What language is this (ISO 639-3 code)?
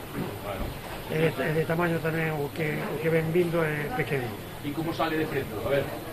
glg